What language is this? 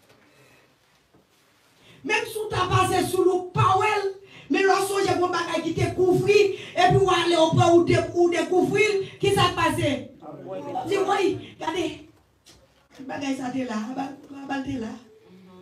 French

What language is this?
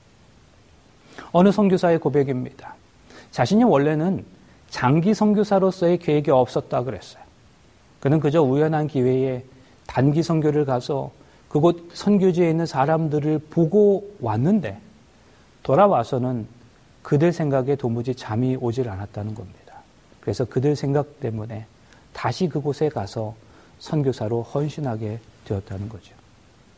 Korean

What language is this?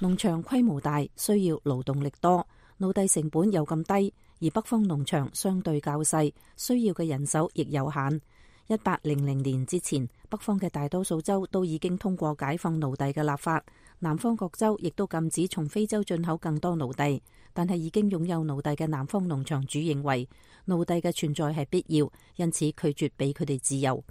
Cantonese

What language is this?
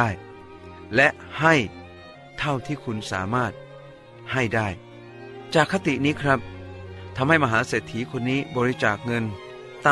Thai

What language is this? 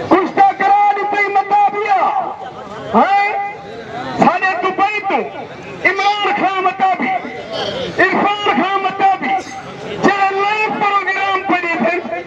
Saraiki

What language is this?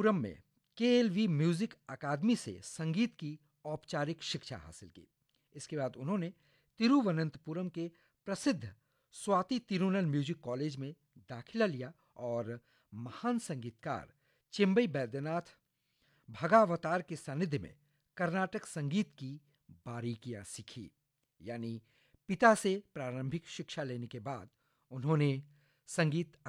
Hindi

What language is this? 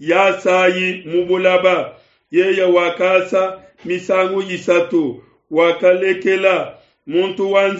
Luba-Lulua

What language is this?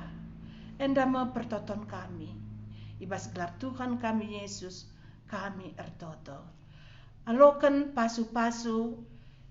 Batak Karo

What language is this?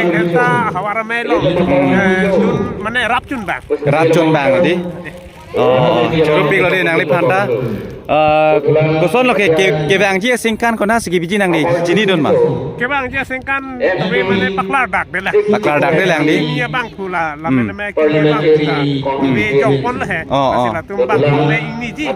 Karbi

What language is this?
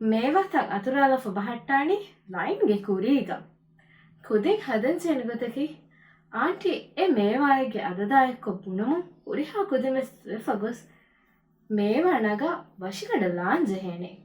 Divehi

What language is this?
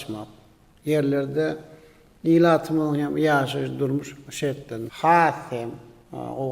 Turkmen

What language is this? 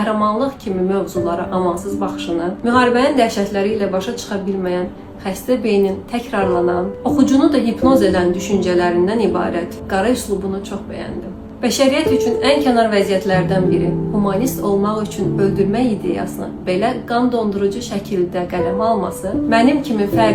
Azerbaijani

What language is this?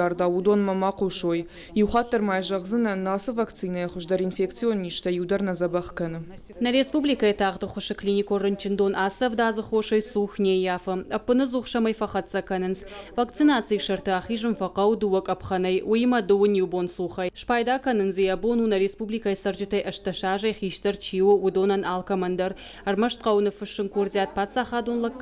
Ossetic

